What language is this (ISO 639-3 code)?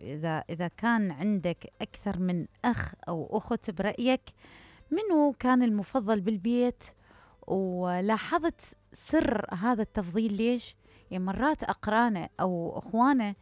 acm